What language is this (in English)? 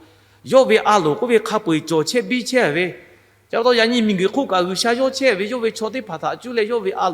Lahu